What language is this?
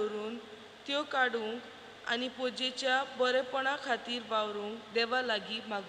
Konkani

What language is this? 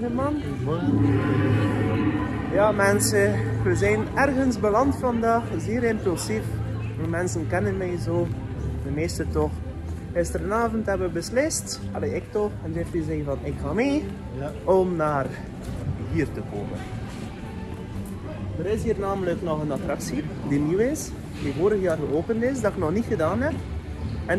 Dutch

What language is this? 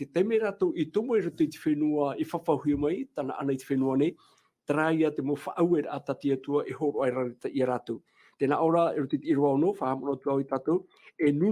Tahitian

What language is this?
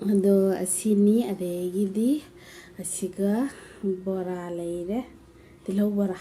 Manipuri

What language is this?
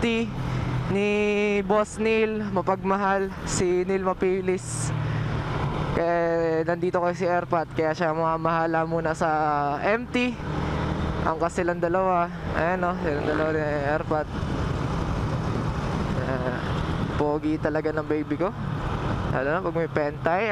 Filipino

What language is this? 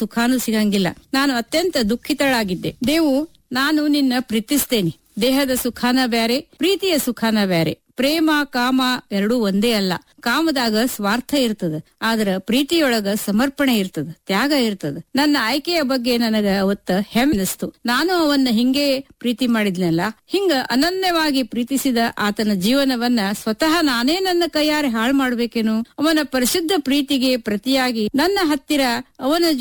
Kannada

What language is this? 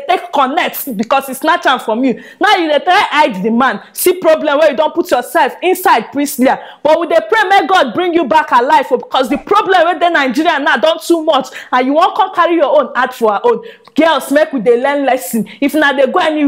Nigerian Pidgin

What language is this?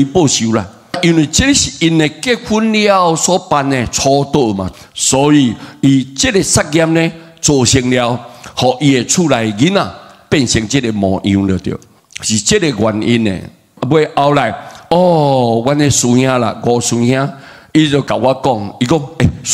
Min Nan Chinese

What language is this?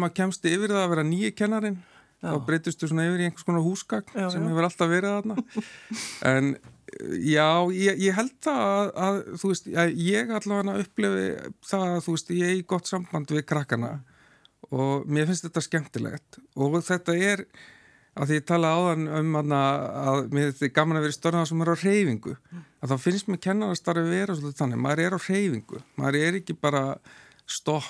Icelandic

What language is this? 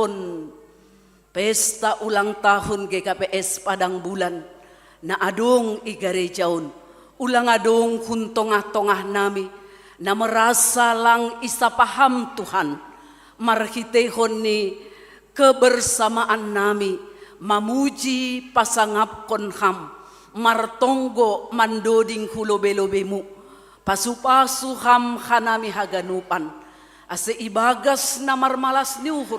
Batak Simalungun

